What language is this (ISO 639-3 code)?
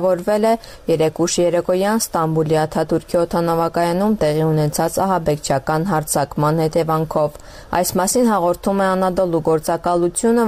hye